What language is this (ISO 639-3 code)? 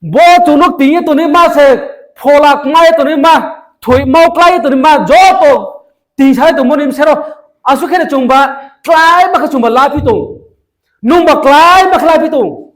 ria